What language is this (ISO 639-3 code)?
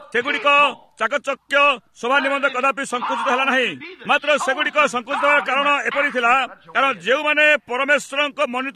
ori